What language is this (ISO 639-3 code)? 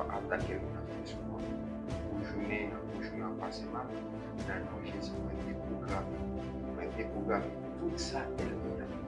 hat